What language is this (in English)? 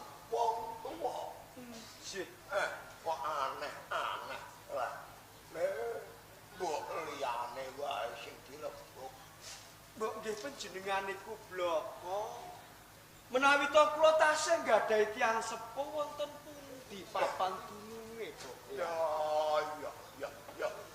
Javanese